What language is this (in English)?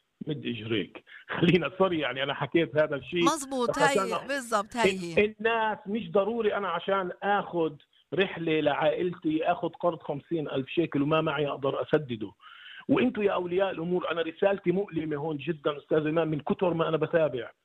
North Levantine Arabic